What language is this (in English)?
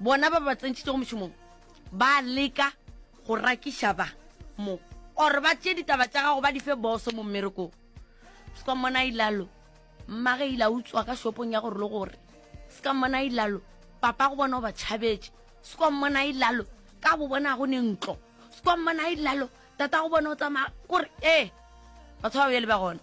Northern Sotho